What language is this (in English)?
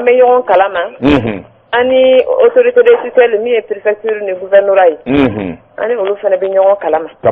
Bambara